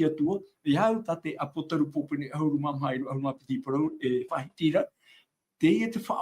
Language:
Tahitian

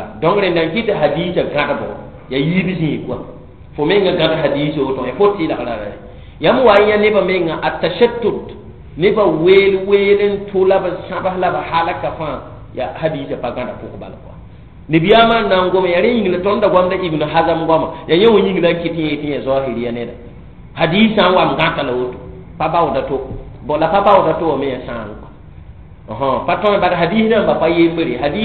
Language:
Mossi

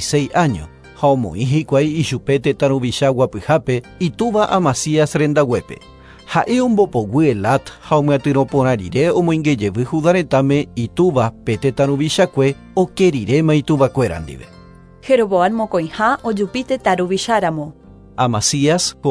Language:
Guarani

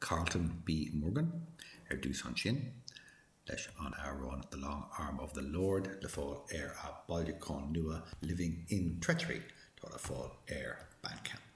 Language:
Irish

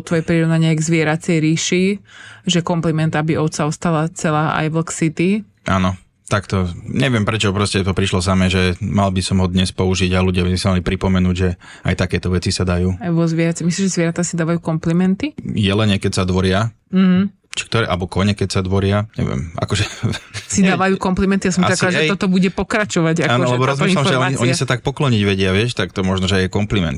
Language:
Slovak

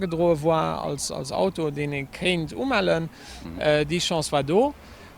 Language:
Luxembourgish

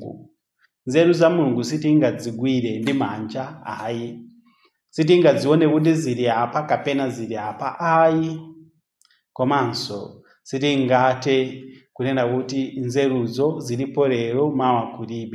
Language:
Nyanja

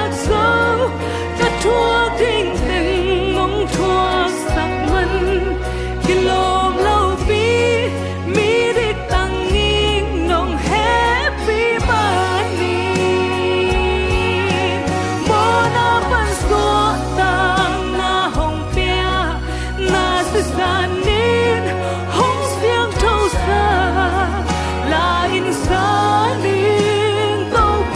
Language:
Tedim Chin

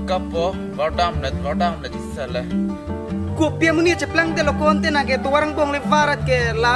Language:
Karbi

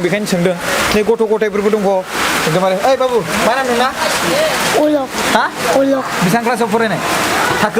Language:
Bodo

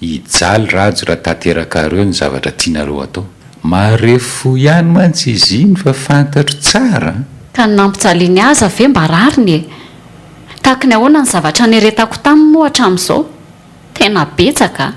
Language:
Malagasy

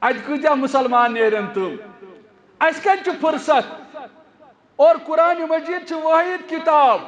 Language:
Kashmiri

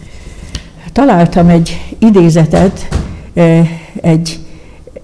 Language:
Hungarian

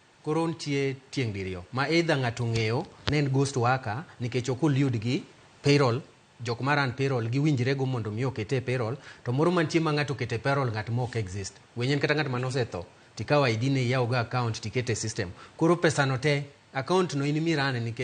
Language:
Luo (Kenya and Tanzania)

